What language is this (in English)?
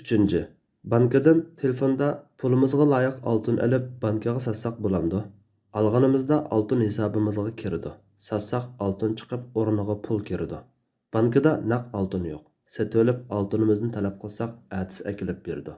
Uyghur